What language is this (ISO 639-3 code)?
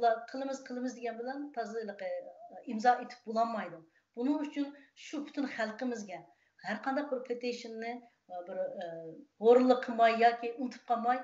uig